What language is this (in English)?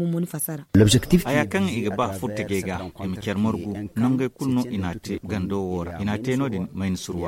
Zarma